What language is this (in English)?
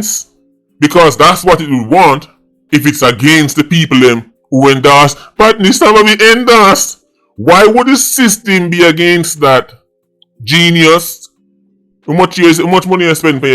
Jamaican Creole English